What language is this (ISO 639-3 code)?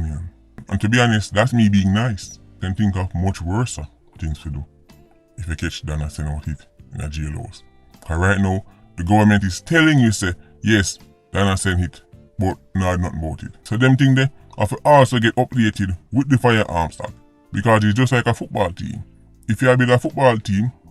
jam